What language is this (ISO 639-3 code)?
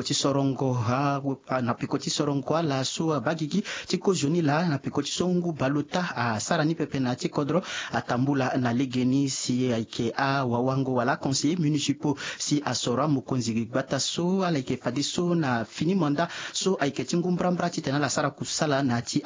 sag